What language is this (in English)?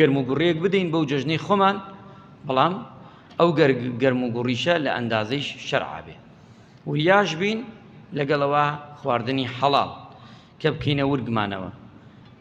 Central Kurdish